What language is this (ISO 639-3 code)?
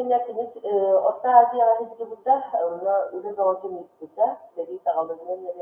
sah